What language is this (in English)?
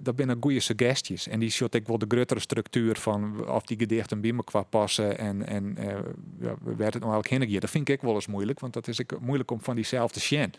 Western Frisian